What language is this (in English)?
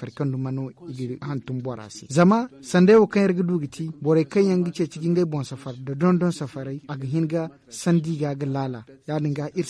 Zarma